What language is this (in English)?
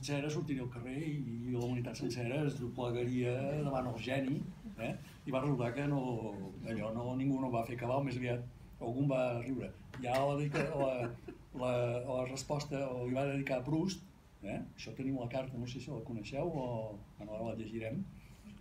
Catalan